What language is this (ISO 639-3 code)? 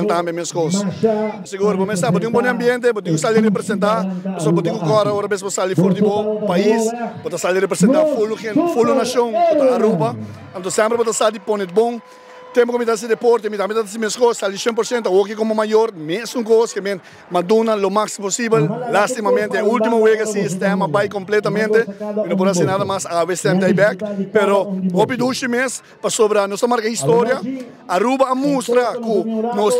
pap